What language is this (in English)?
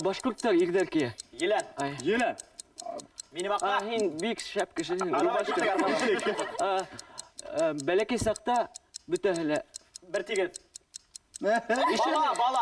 Bashkir